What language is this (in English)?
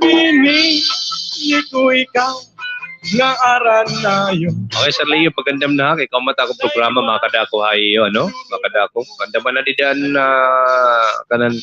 Waray